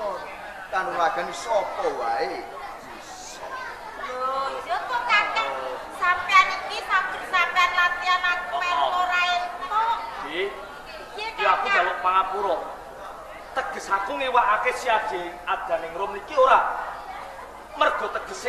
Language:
Javanese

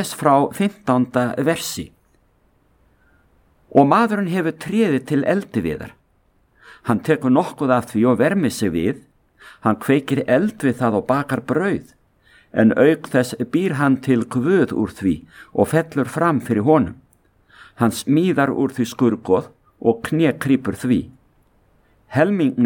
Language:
Icelandic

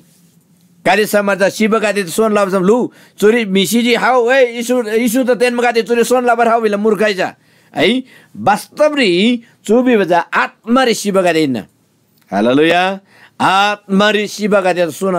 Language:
Eastern Tamang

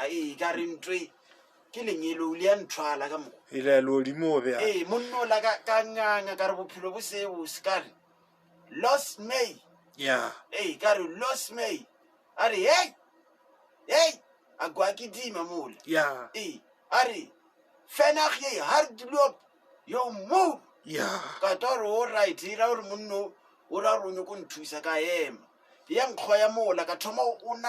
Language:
Northern Sotho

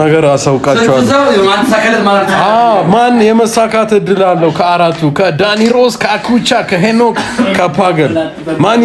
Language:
Amharic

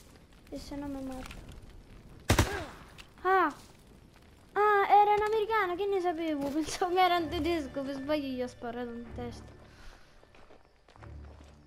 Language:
Italian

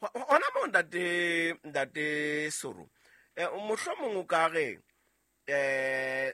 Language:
Southern Sotho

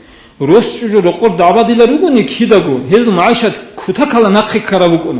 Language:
Avaric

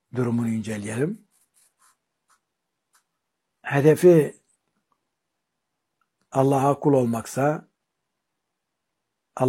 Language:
Turkish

